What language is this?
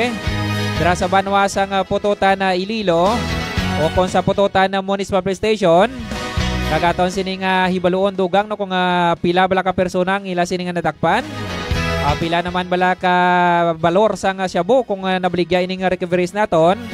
Hiligaynon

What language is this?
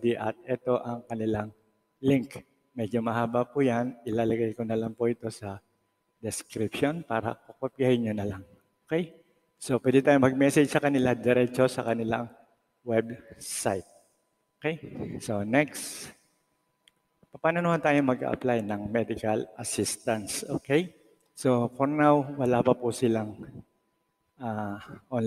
Filipino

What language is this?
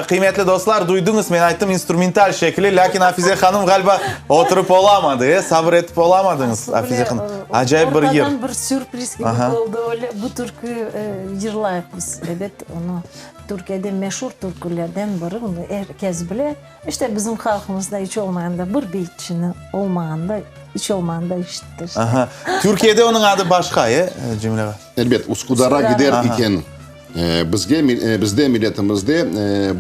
Crimean Tatar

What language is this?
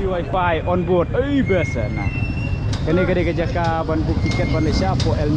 Khasi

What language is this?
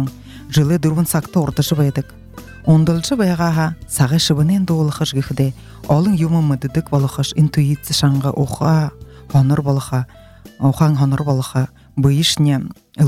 Buriat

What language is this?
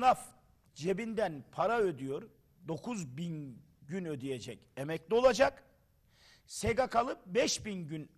Turkish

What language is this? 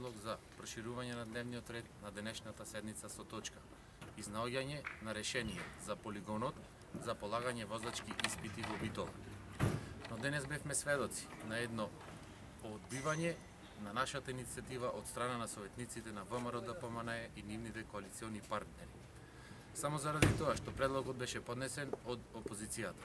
Macedonian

